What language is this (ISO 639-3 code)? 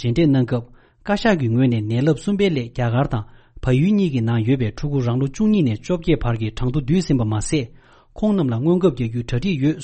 bod